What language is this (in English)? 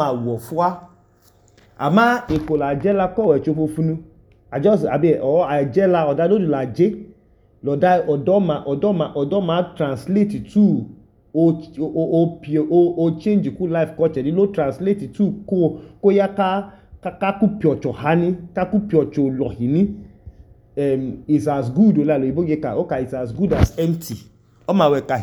Idoma